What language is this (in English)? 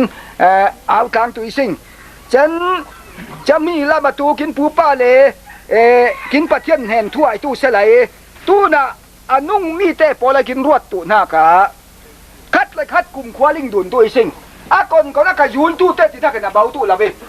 Falam Chin